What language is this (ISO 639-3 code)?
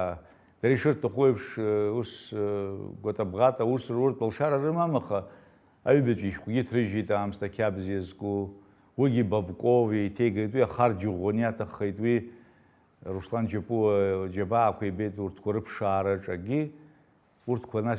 abk